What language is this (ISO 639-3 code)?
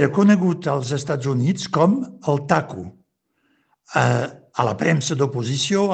cat